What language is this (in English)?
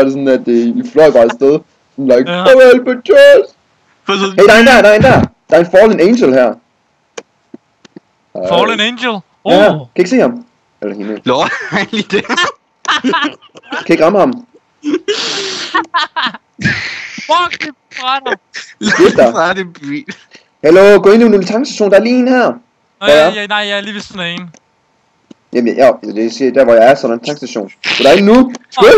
Danish